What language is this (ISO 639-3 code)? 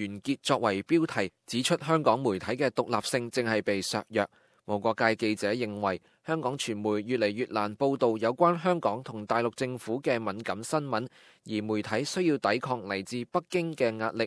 yue